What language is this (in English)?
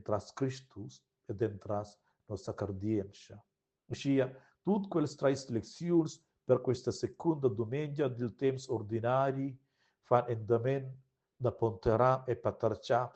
Romansh